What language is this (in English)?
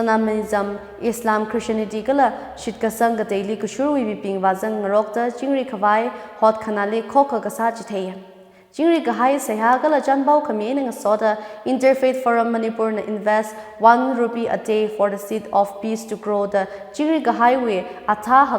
Tangkhul Naga (India)